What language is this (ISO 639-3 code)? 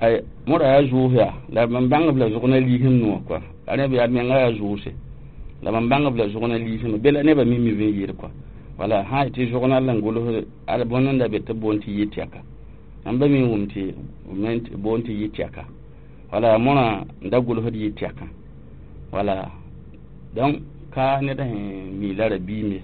mos